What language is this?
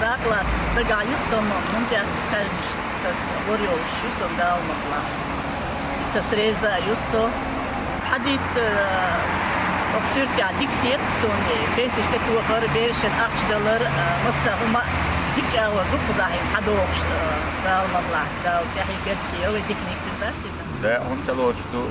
Chechen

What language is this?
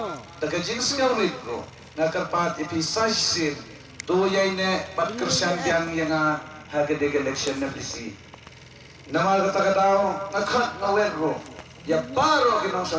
Khasi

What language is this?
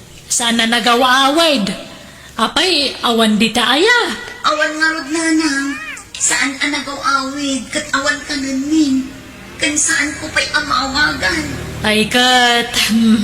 Iloko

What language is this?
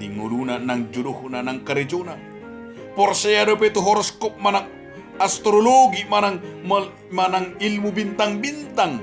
Batak Toba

